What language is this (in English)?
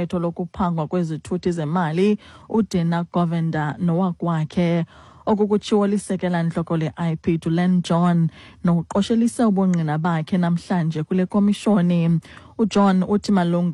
Xhosa